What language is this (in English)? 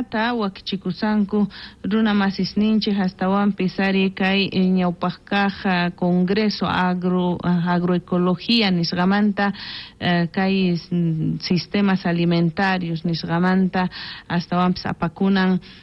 South Bolivian Quechua